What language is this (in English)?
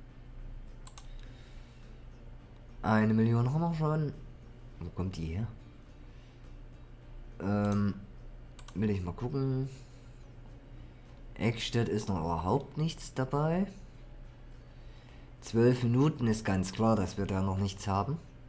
German